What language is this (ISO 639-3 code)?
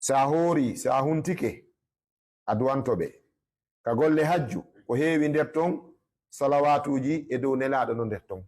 ful